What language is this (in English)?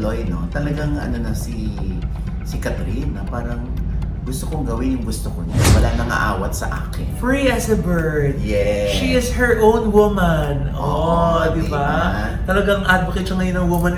Filipino